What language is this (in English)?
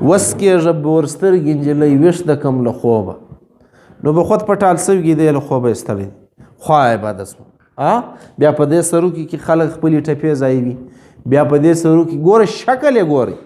Pashto